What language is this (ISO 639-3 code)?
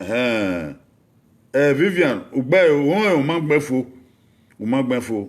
bin